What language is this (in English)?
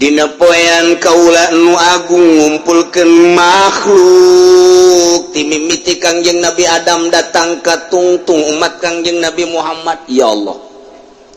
Sundanese